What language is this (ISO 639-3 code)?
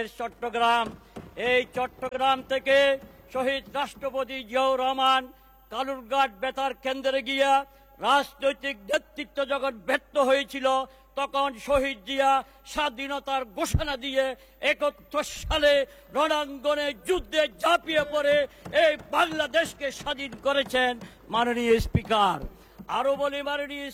ben